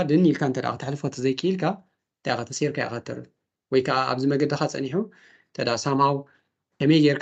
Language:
Tigrinya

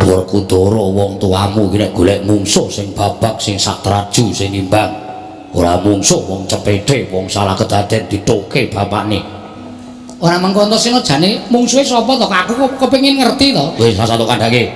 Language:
Javanese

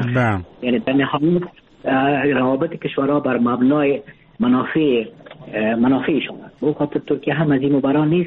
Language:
Persian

